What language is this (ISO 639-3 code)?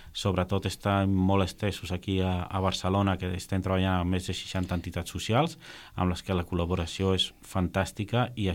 cat